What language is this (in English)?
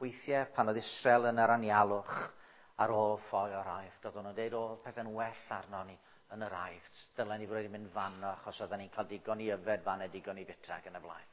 Welsh